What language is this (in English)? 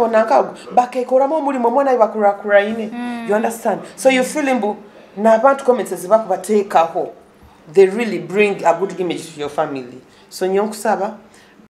Nyoro